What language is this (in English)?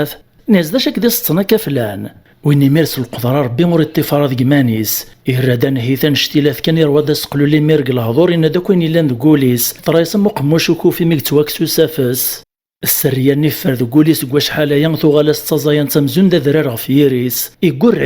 Kabyle